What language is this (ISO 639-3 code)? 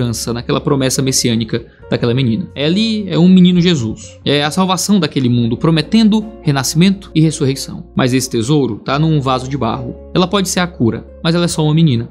por